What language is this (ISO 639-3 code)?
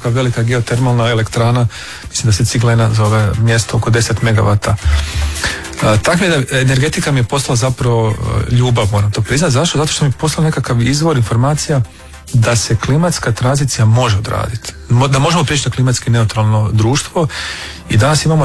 hrv